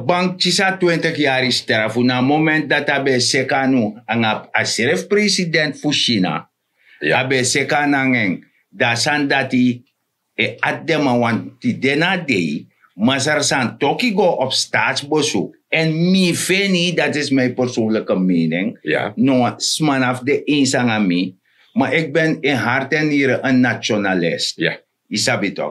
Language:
Sranan Tongo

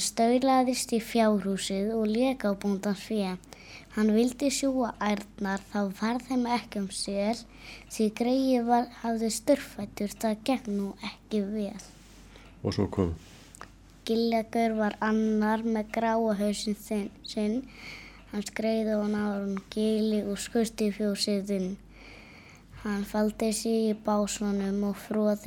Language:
Icelandic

